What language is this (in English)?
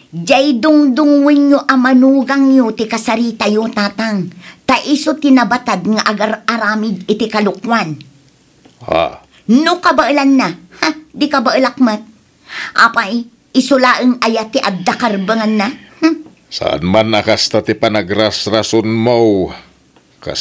Iloko